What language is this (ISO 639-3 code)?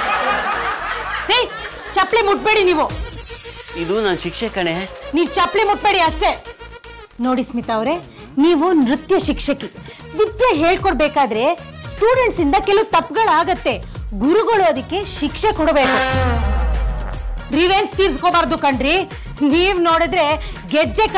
kan